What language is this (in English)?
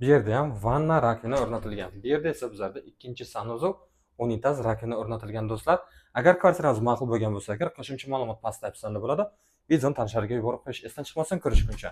Uzbek